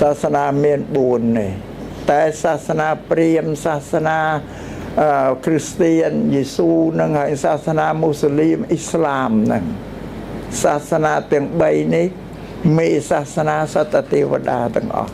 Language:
Khmer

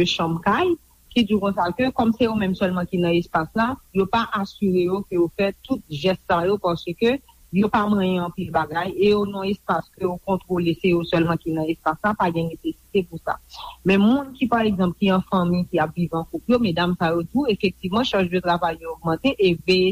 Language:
Haitian Creole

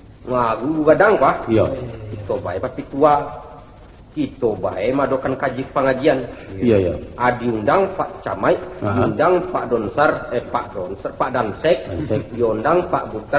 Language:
Minangkabau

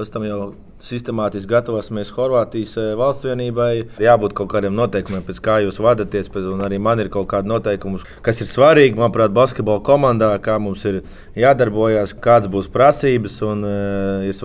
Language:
Latvian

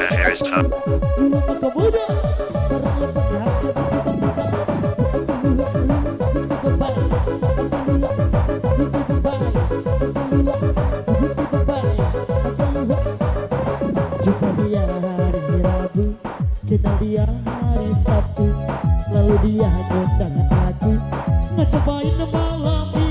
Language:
Indonesian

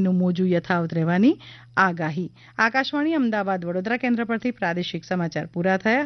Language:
Gujarati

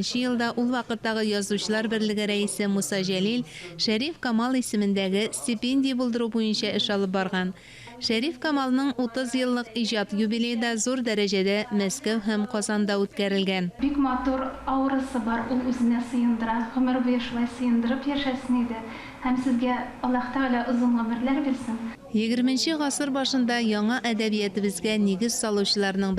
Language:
Tatar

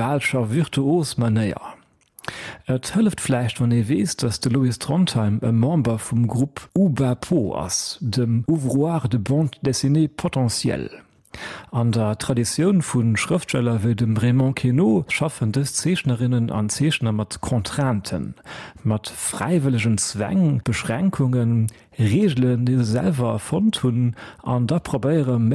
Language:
Luxembourgish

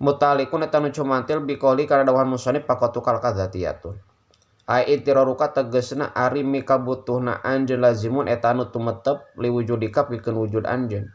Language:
Sundanese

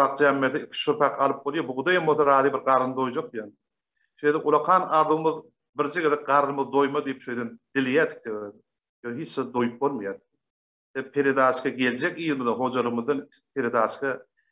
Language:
Turkmen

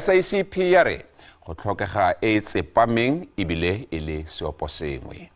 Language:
Tswana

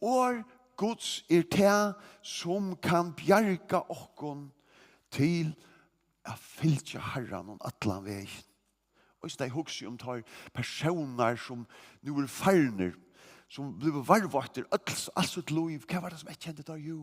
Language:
Faroese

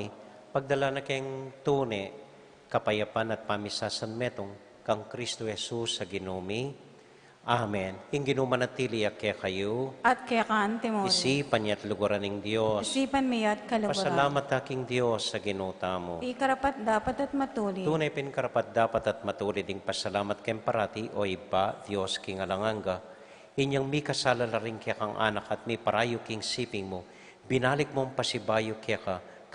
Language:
Pampanga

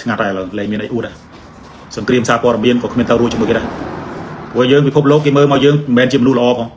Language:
Khmer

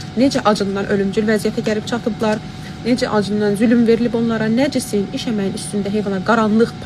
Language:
Azerbaijani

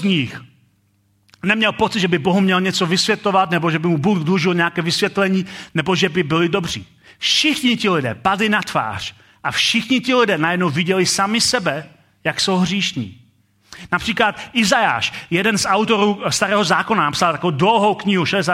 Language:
Czech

